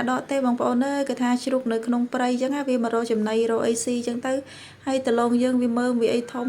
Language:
Khmer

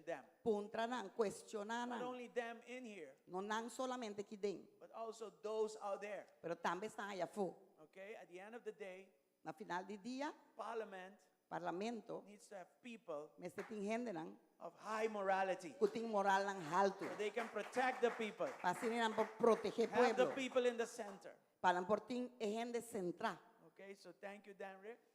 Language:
Papiamento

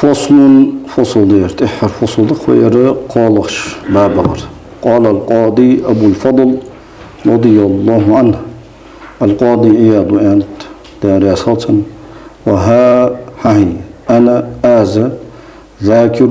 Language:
Ingush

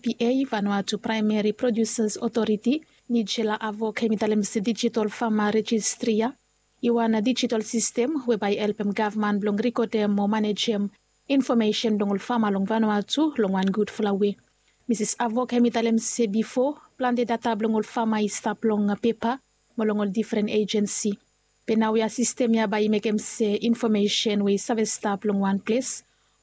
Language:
Bislama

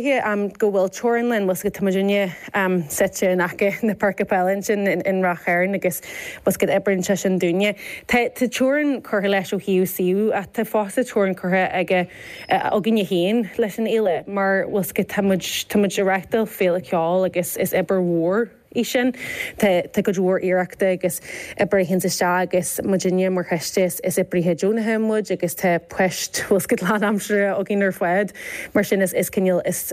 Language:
Irish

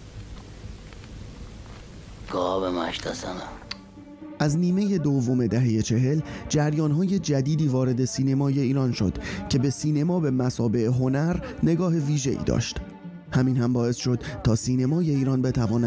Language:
Persian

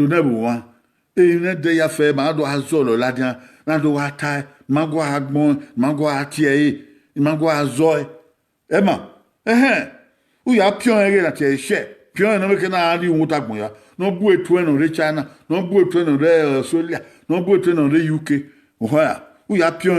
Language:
Bini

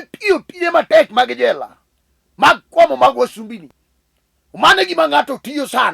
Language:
Luo (Kenya and Tanzania)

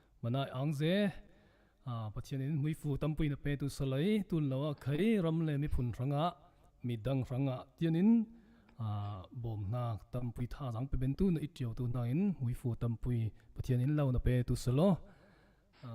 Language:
Falam Chin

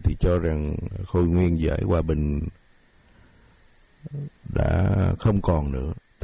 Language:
Vietnamese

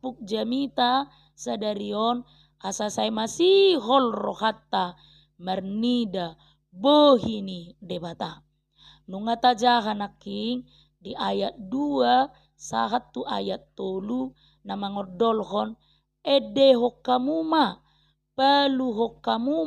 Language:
Batak Toba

